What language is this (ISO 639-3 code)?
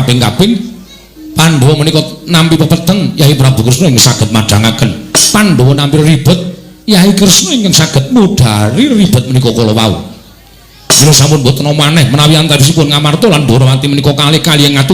jav